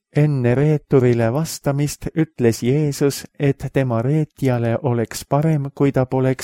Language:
Estonian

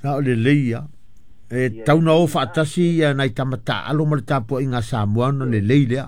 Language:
Samoan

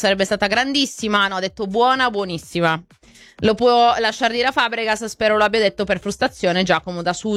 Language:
Italian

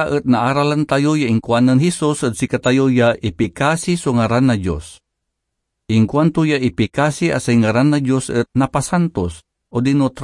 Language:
Pangasinan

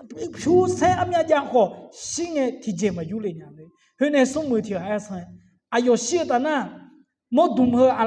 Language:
Akha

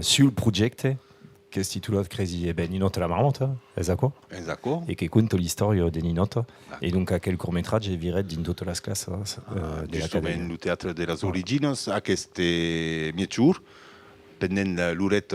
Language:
Occitan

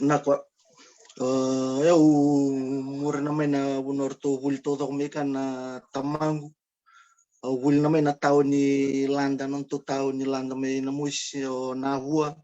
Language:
Fijian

